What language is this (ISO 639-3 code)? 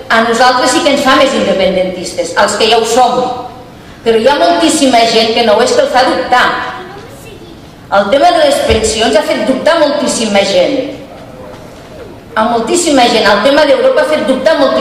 cat